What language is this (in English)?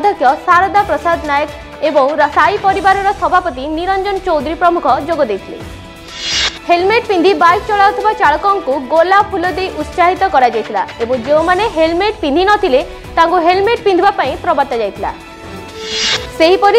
Odia